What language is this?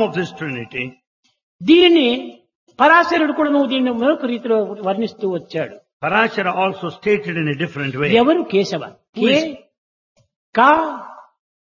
Telugu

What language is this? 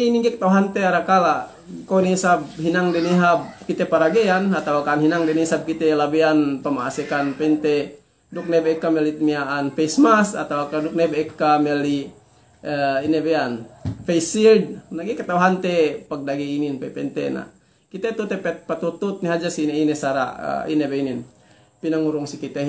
Yakan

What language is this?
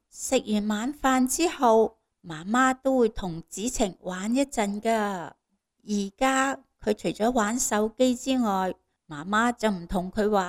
Cantonese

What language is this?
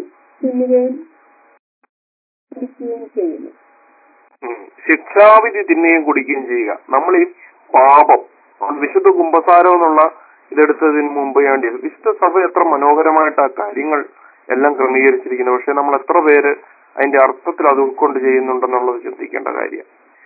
Malayalam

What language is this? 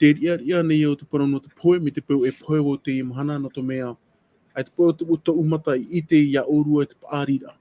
Tahitian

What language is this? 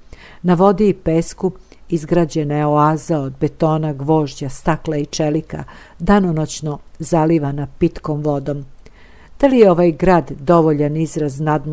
Serbian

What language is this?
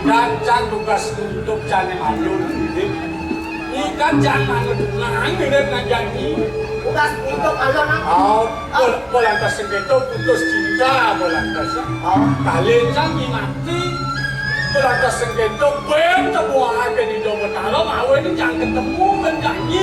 Balinese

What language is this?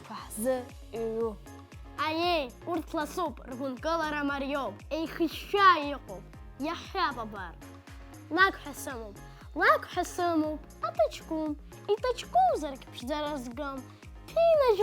Abkhazian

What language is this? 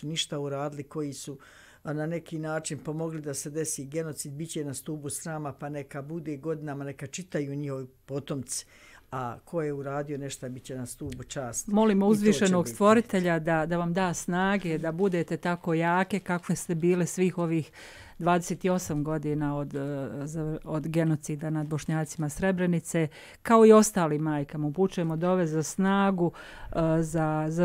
Bosnian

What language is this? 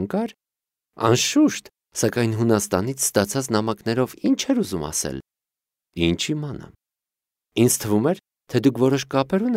Armenian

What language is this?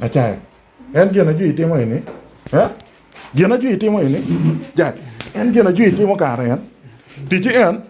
Acoli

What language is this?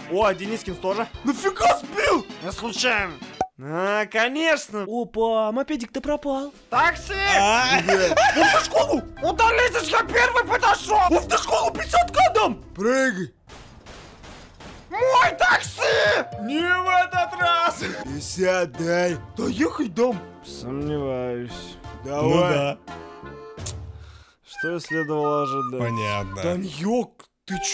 Russian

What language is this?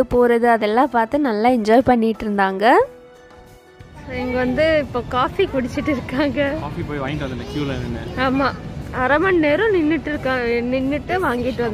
Tamil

